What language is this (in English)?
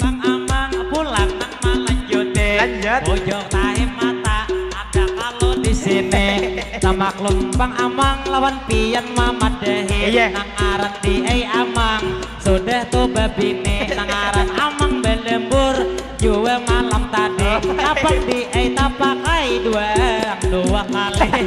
Banjar